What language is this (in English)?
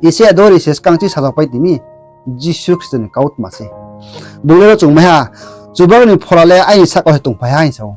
Riang (India)